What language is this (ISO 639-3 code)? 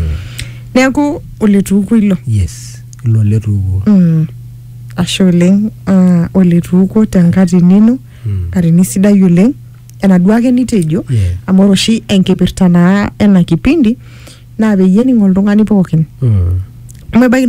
mas